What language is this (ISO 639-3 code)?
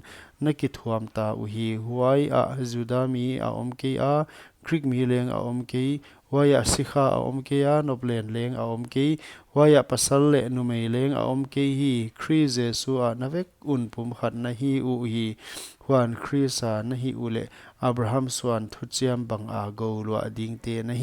pck